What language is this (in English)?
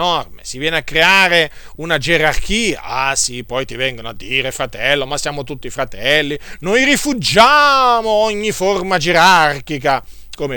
Italian